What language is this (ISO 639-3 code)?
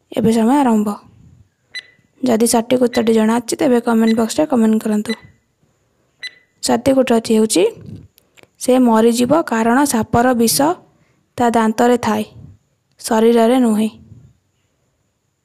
ori